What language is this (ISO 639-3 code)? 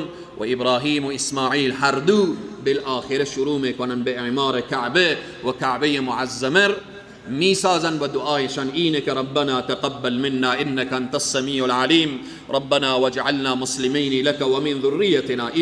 fas